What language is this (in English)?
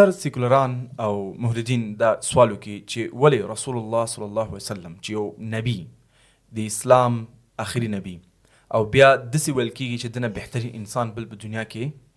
Pashto